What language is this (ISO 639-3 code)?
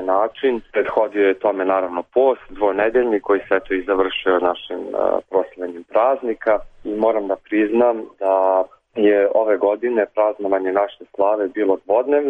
srp